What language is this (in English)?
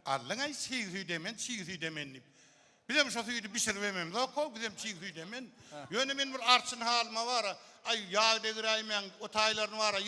Turkmen